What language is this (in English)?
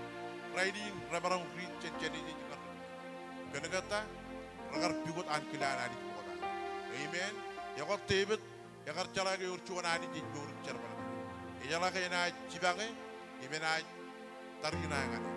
Marshallese